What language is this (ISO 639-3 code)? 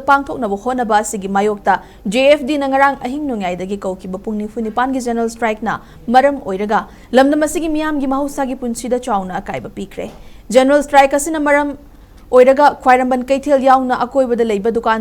mni